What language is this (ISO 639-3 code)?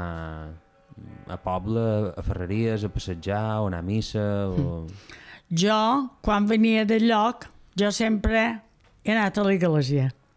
cat